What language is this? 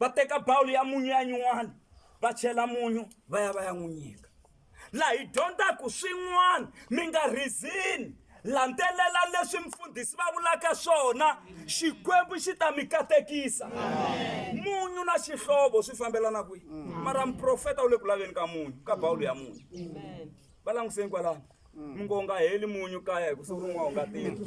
Tsonga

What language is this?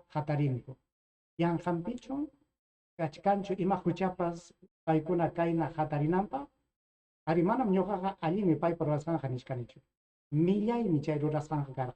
Ayacucho Quechua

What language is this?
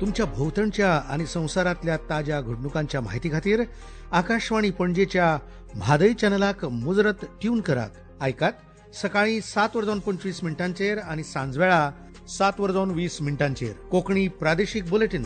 Konkani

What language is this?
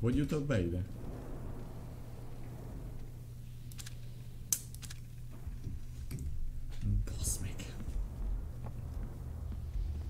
Hungarian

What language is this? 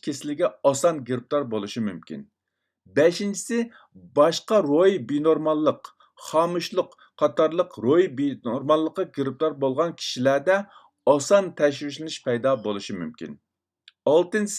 Uyghur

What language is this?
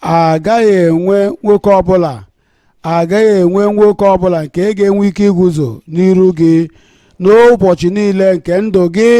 Igbo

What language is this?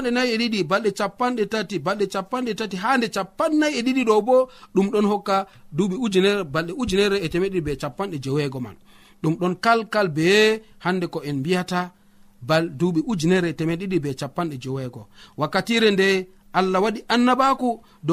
Nigerian Fulfulde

